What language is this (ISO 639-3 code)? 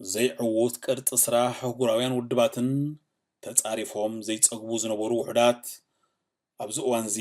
tir